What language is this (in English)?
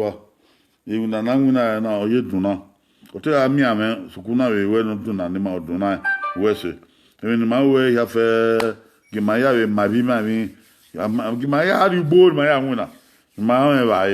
Bini